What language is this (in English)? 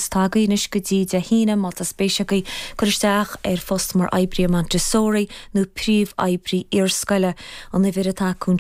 Irish